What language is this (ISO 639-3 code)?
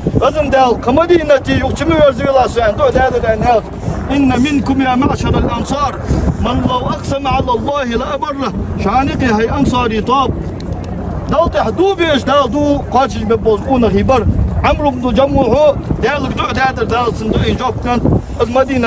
inh